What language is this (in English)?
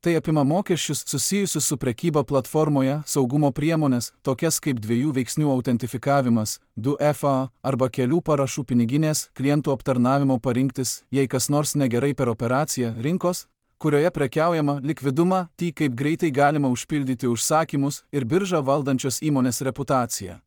Lithuanian